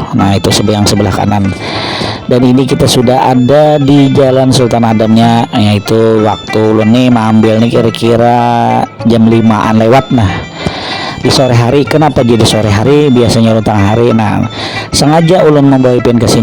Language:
Banjar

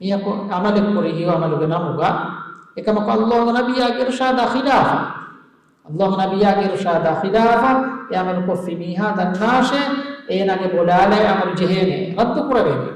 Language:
Divehi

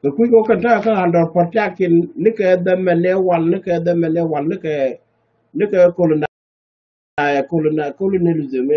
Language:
Nuer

